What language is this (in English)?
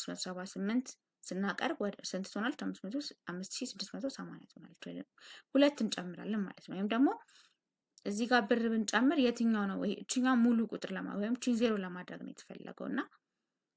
Amharic